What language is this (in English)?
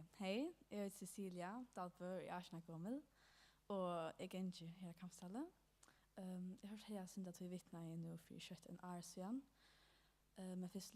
Faroese